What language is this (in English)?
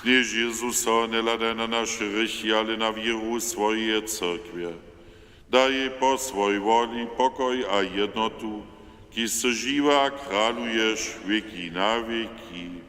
Upper Sorbian